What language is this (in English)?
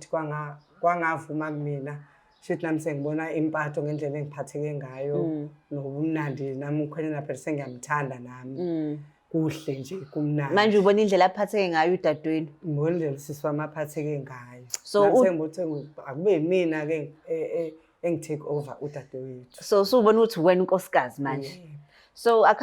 Zulu